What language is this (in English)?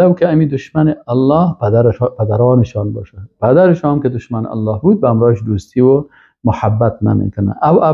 Persian